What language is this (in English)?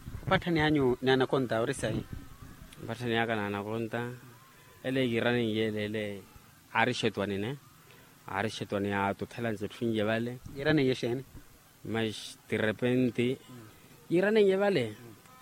Makhuwa